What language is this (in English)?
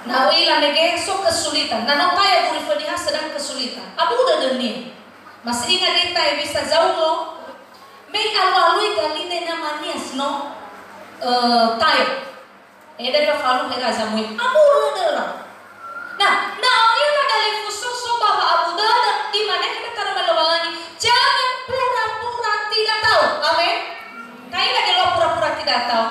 Nias